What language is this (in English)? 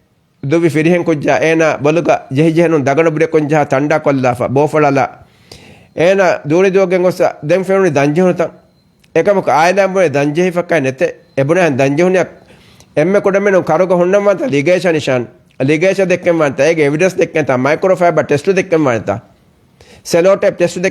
Divehi